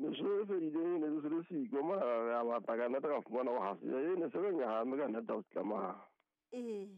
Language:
Southern Sotho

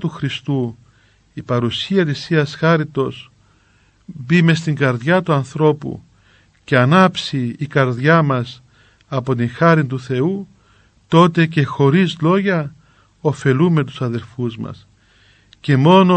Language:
Greek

